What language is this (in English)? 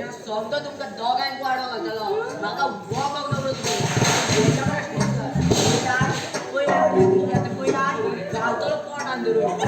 Konkani